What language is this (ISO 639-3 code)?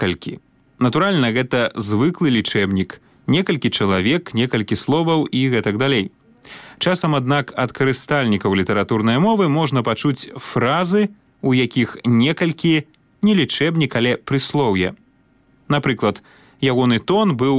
bel